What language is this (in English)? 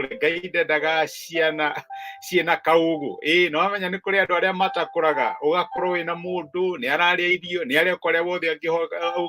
Kikuyu